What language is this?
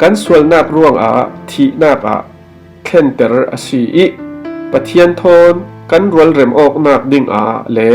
Falam Chin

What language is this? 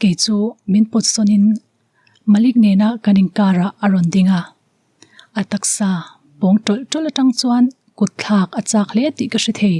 Mizo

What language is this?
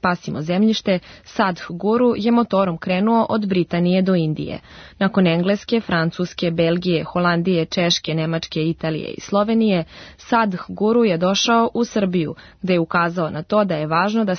Serbian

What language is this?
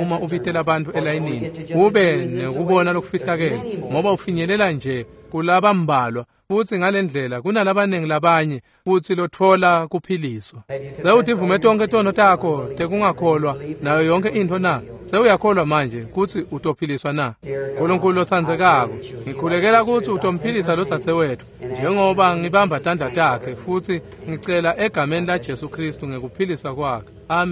Swati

